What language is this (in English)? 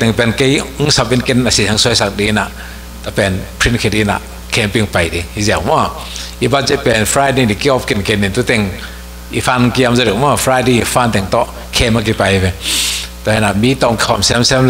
Tedim Chin